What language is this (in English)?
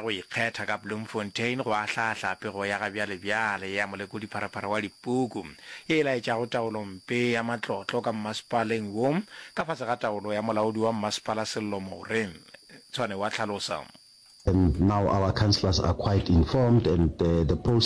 Northern Sotho